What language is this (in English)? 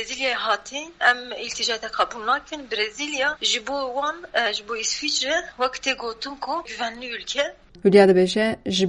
Kurdish